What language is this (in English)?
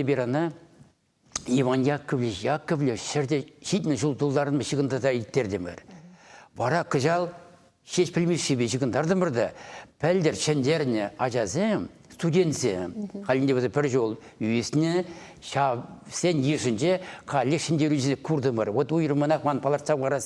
Chuvash